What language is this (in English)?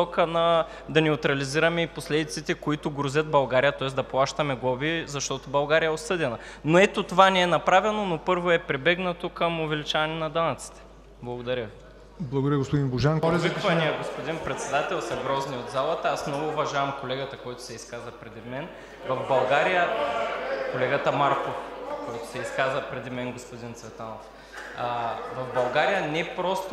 Bulgarian